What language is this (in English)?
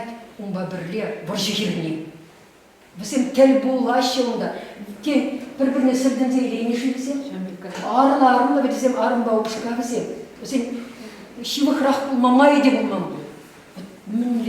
Chuvash